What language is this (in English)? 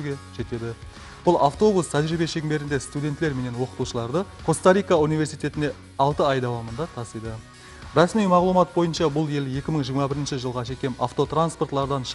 Kara-Kalpak